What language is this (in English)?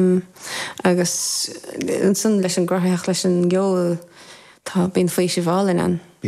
Irish